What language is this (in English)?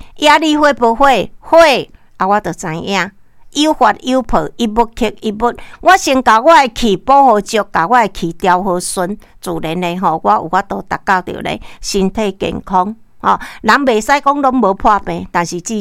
Min Nan Chinese